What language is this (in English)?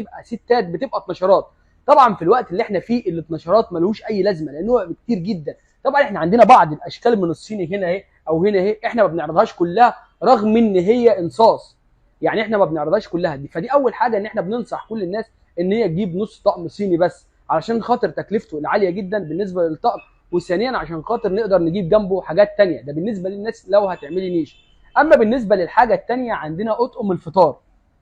Egyptian Arabic